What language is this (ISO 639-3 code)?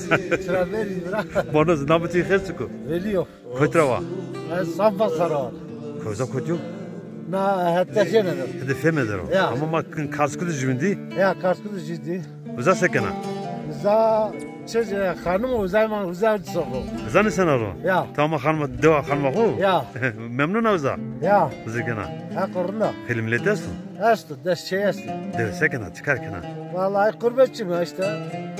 zza